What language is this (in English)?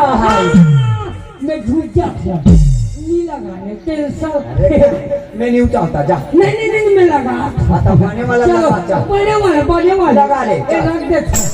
Chhattisgarhi